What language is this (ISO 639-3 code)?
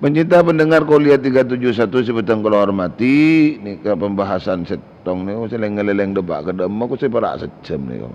mad